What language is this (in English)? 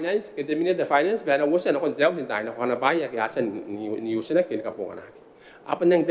Gilbertese